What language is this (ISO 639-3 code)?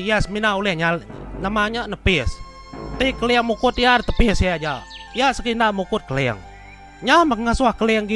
iba